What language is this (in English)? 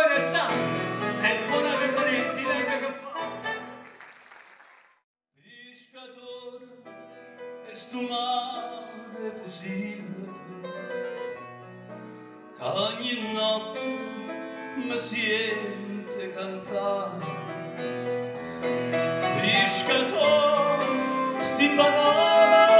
Italian